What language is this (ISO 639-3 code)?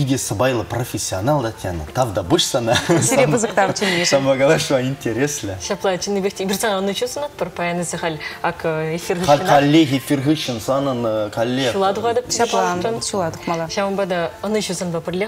chv